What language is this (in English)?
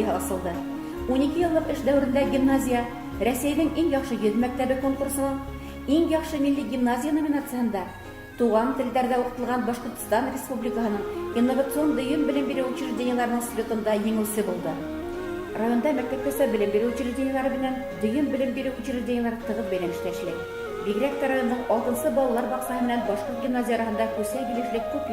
Bashkir